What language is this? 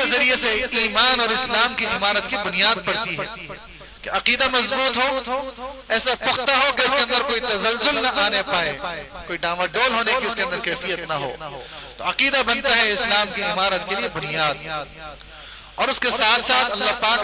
Urdu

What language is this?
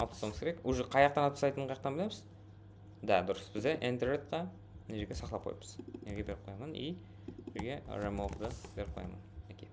Kara-Kalpak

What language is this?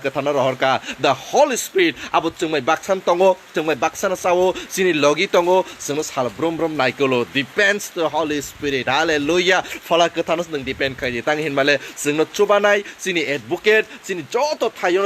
Kok Borok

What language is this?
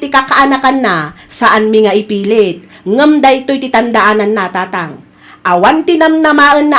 Iloko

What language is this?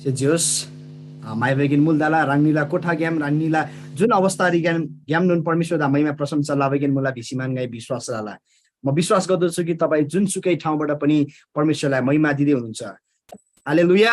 Eastern Tamang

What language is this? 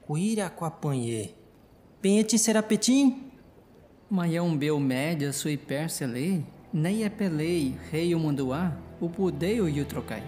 Nheengatu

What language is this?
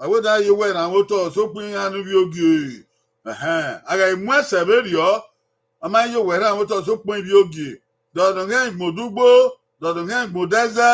Bini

